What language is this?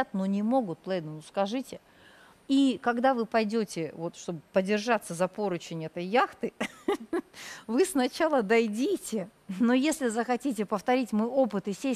Russian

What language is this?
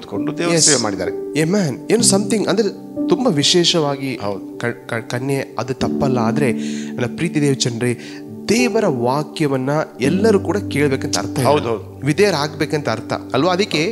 Kannada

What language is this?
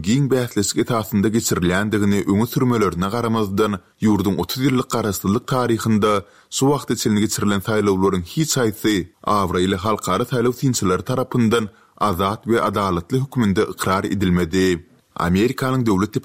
Turkmen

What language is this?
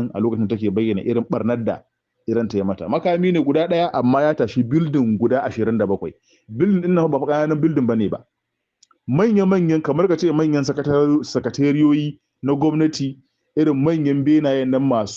Hausa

